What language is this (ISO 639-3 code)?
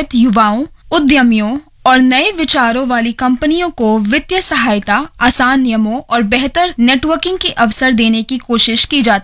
hin